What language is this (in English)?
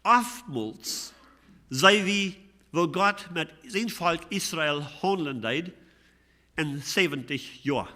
Plautdietsch